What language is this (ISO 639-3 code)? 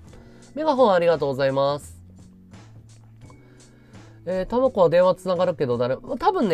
jpn